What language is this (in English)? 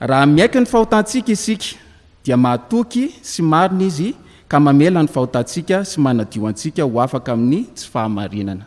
Malagasy